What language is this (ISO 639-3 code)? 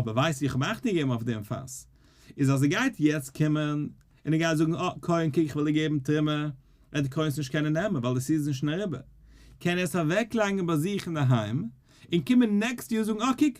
yid